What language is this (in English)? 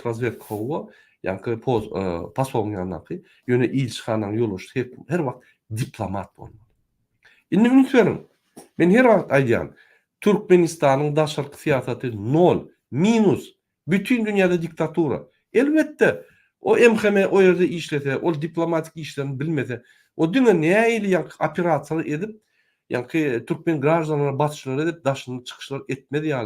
Turkmen